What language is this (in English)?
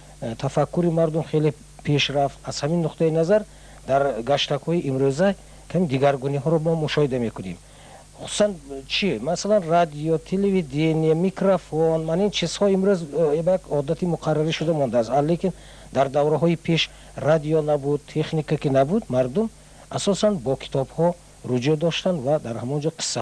Tajik